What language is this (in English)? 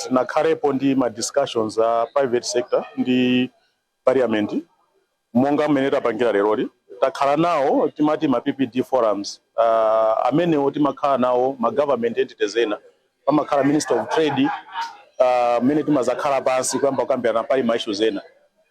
Nyanja